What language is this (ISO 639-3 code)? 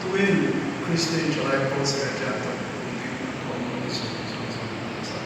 hmr